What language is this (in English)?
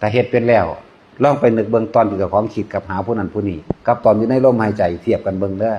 Northeastern Thai